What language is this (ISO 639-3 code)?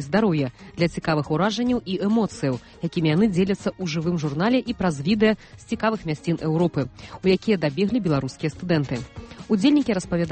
bel